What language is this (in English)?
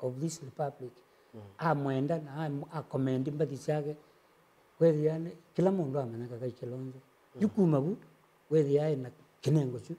Kamba